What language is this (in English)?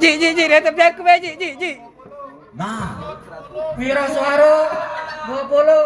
Musi